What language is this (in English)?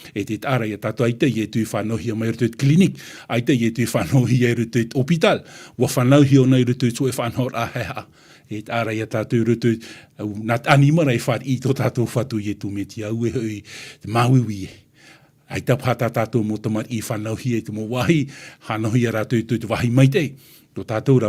Tahitian